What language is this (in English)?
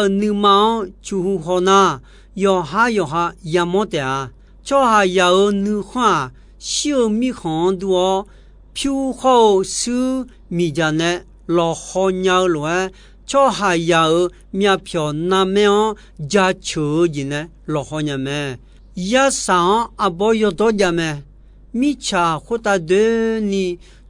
Akha